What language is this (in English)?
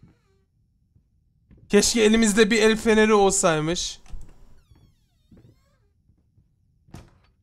Turkish